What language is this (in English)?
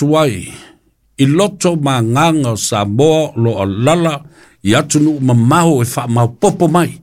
Samoan